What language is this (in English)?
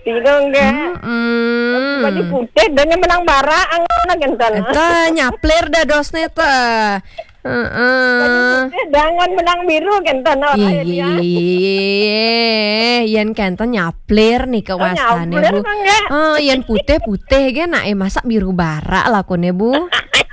Balinese